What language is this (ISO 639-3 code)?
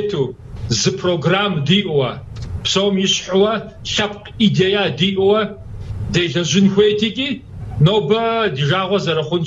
kbd